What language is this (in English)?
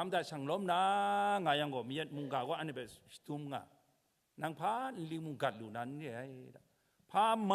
Kachin